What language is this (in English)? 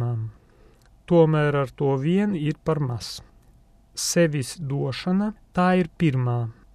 Latvian